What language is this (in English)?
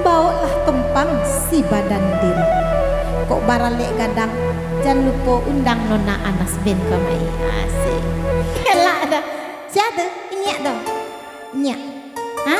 Minangkabau